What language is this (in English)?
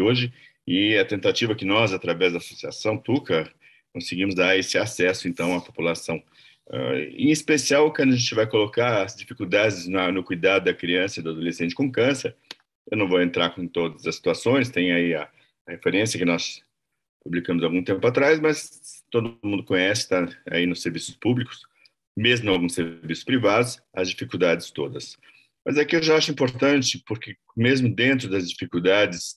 Portuguese